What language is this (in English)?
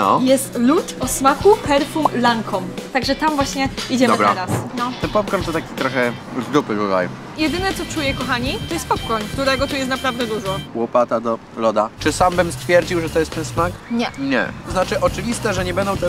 Polish